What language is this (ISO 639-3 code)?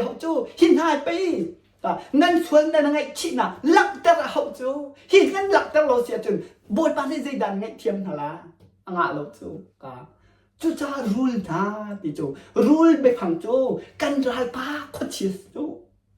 cnh